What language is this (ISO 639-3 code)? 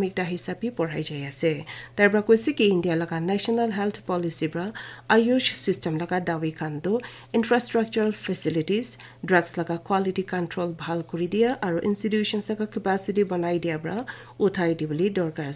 nag